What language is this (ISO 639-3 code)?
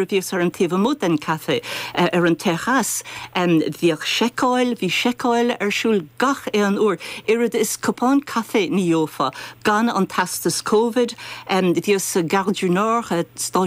gle